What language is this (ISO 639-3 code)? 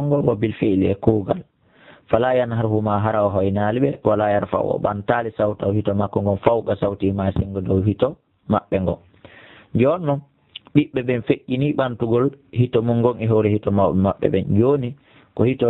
ful